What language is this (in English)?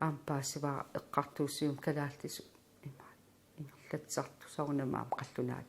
Kalaallisut